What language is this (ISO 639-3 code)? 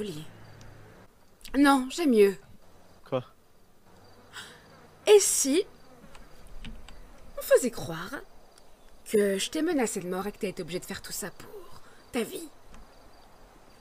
fra